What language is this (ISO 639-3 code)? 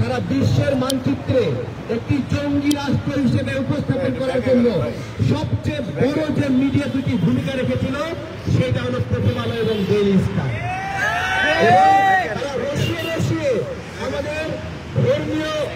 ben